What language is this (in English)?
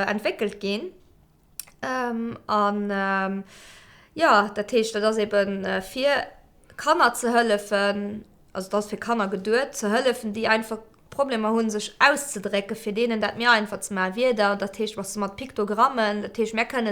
Luxembourgish